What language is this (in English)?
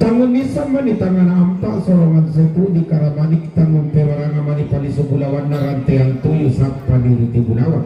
Toraja-Sa'dan